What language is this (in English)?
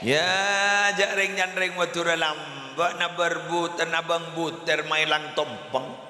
Madurese